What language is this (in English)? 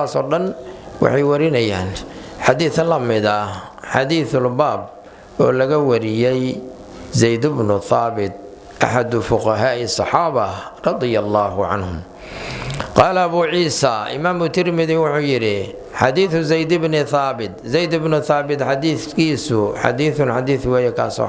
Somali